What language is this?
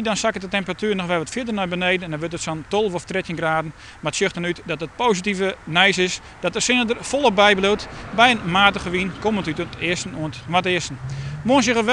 Western Frisian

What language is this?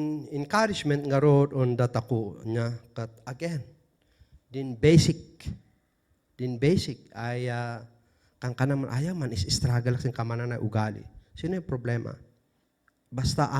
Kankanaey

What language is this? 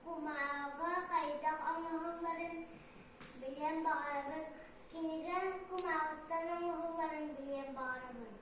Yakut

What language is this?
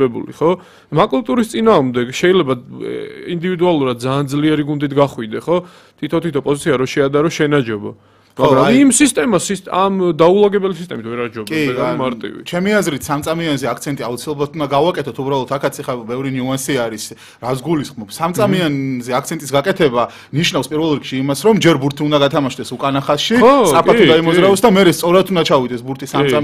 Georgian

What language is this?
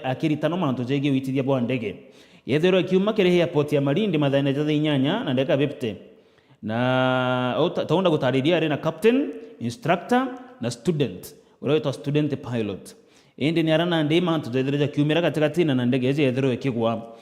Meru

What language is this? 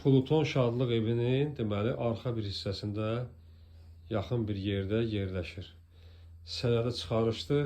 Azerbaijani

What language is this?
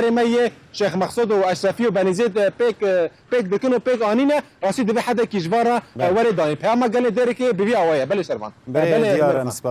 Kurdish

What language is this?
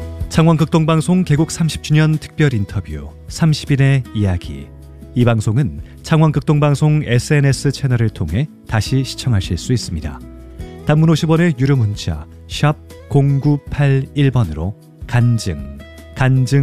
Korean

